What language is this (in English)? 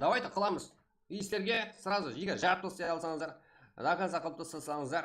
Kara-Kalpak